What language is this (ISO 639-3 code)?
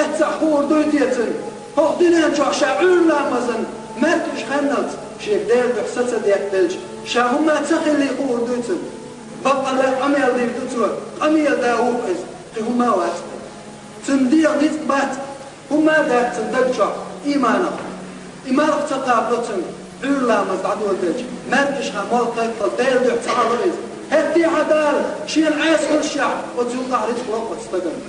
che